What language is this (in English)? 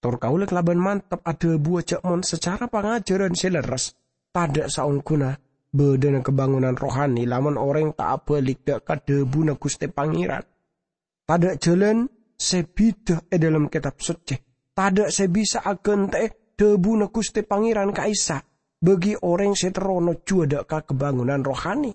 Madurese